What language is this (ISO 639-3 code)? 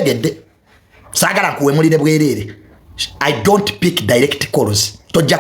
lug